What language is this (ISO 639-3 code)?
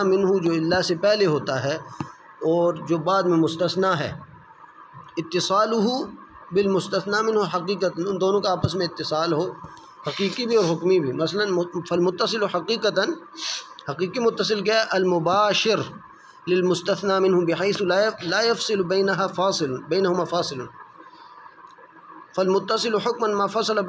urd